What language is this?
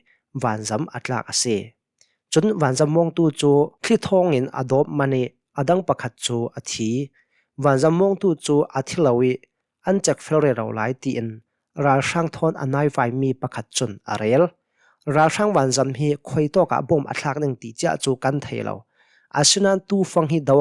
Hakha Chin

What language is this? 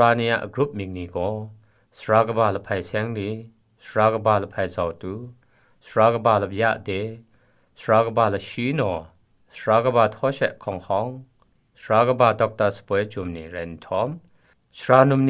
Kachin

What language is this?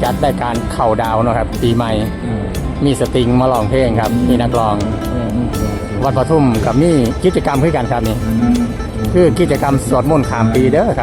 Pali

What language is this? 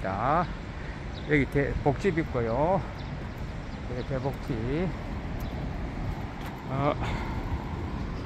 Korean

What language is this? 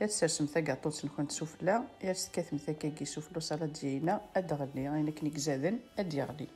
Kabyle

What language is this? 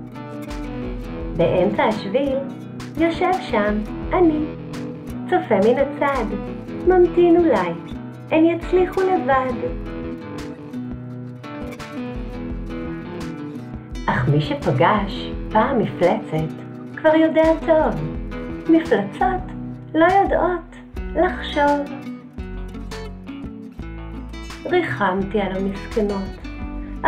Hebrew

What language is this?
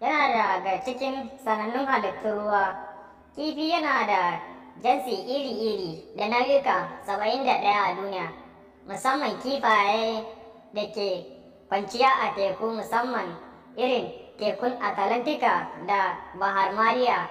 Hausa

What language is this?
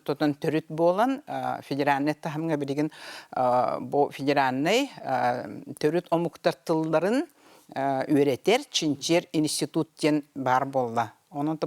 Yakut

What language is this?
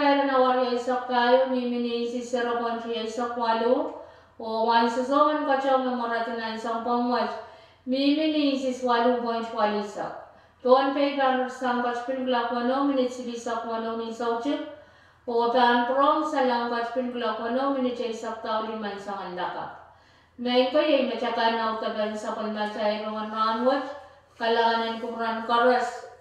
Pohnpeian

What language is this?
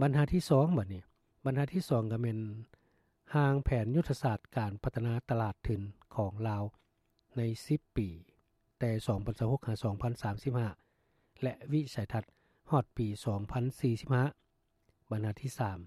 Lao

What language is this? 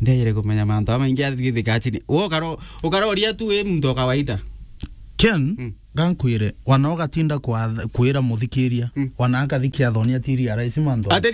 Meru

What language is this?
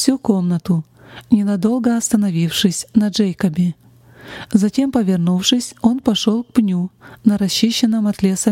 Russian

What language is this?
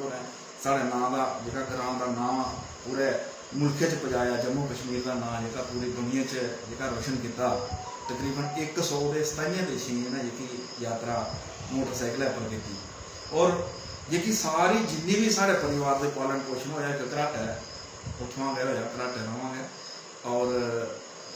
Dogri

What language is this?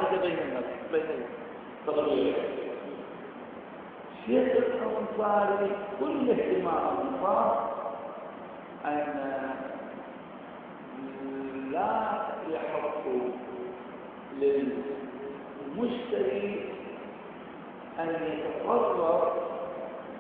Arabic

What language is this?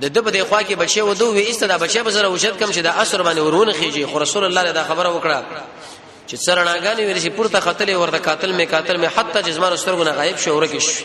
Pashto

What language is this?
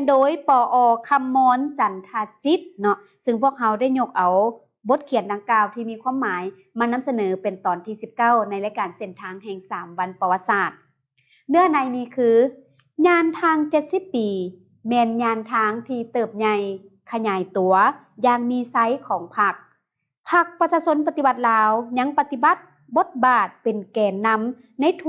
Lao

